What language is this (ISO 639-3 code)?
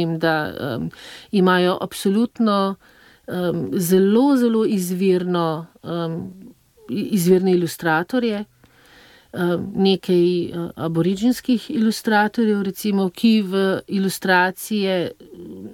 slv